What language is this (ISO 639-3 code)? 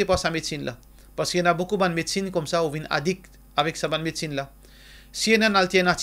mfe